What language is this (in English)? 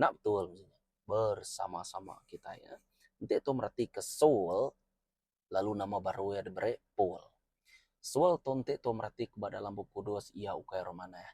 Iban